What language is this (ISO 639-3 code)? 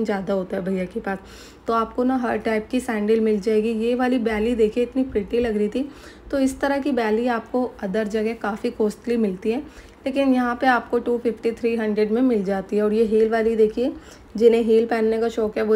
hin